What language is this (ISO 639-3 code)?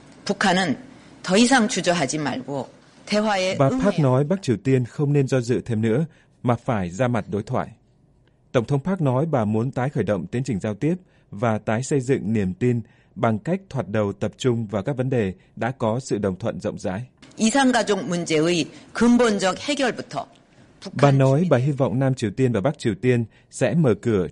vie